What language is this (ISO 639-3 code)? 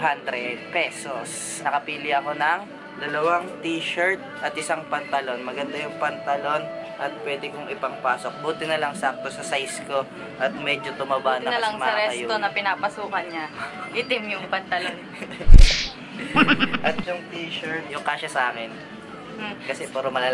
fil